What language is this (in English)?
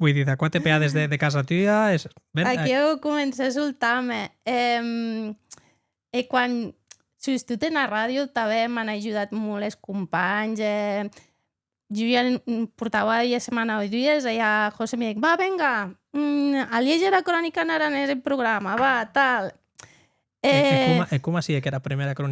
Occitan